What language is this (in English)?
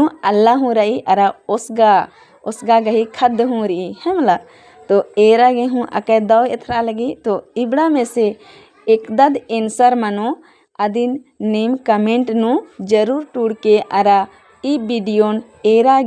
Kurukh